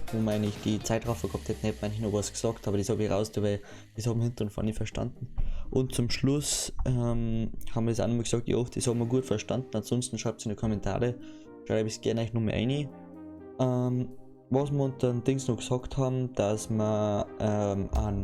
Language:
Bavarian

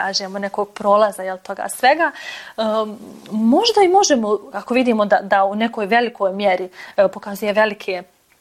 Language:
Bosnian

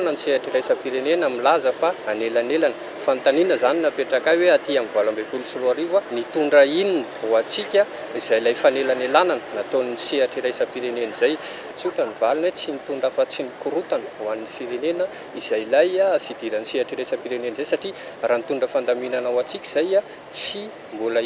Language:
Malagasy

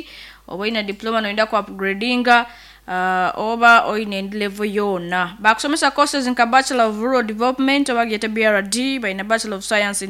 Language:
Nyoro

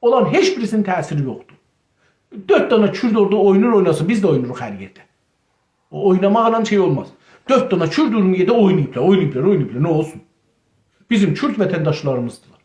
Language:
South Azerbaijani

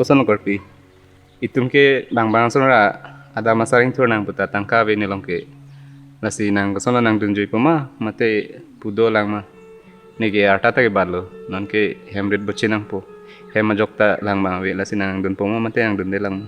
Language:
Karbi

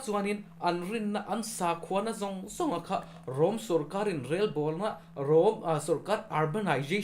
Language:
Mizo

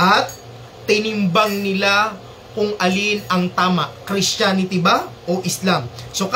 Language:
Maranao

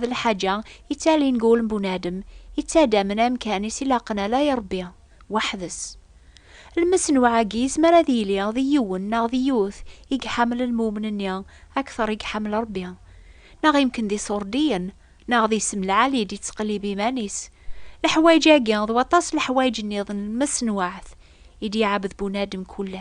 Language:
Kabyle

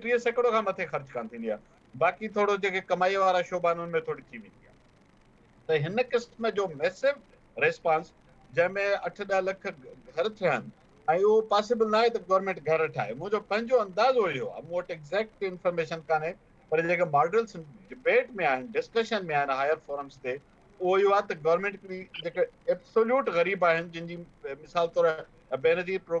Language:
Sindhi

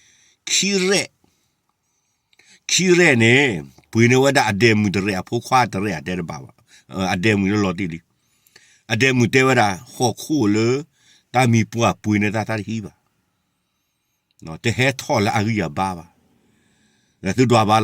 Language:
S'gaw Karen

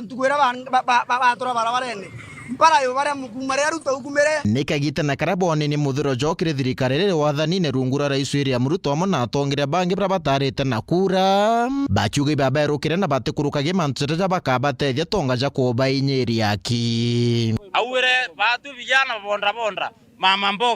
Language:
Meru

